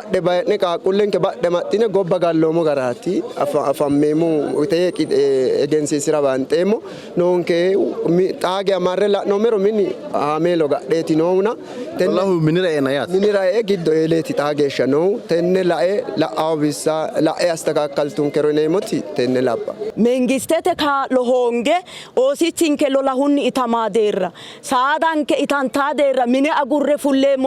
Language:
Sidamo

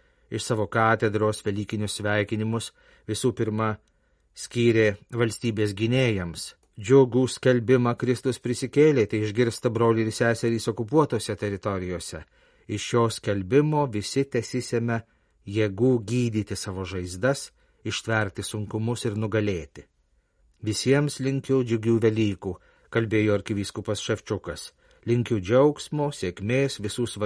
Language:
Lithuanian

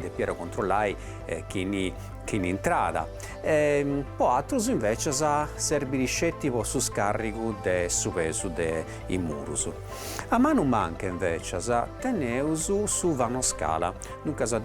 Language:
Sardinian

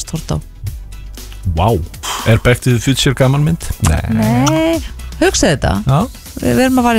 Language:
Icelandic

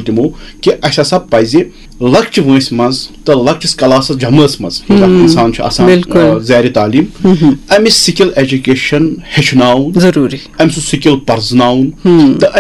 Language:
Kashmiri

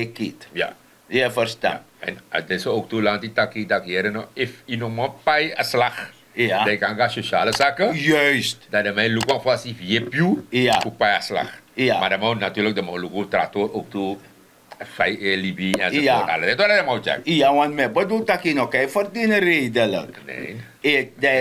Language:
Sranan Tongo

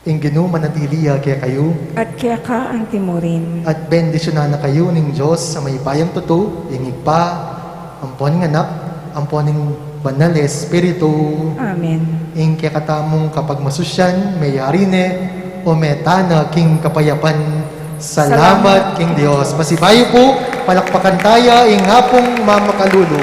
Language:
Pampanga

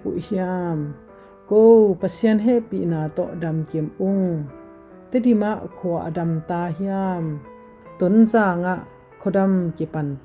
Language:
Tedim Chin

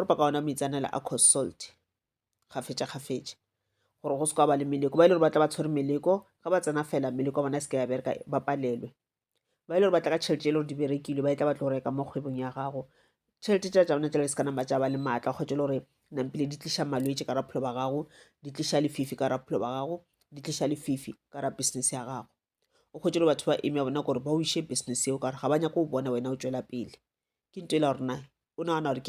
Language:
Northern Sotho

